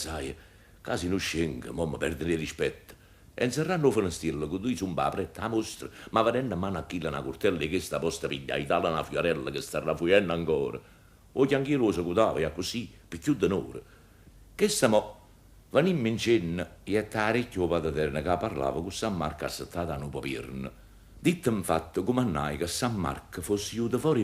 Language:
Neapolitan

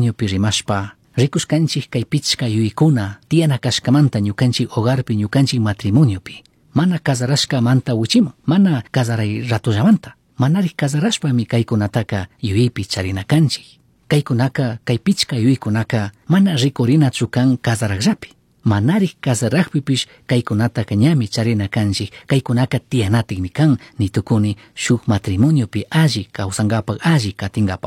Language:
Chimborazo Highland Quichua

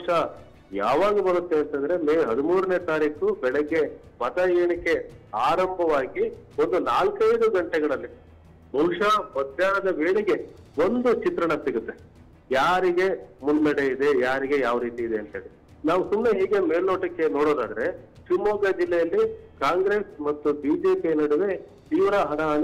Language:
Kannada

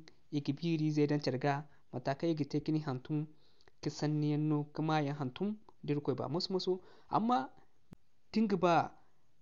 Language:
Zarma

